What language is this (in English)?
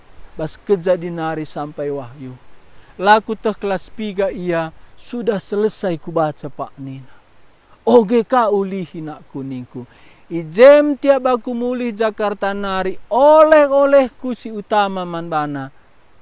Batak Karo